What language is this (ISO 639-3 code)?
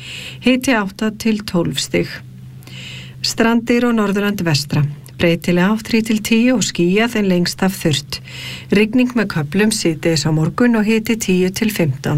isl